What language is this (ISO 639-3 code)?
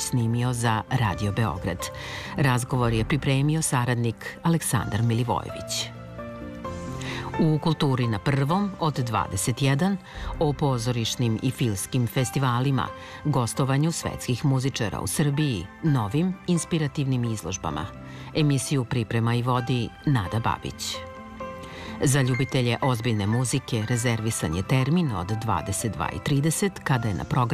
srp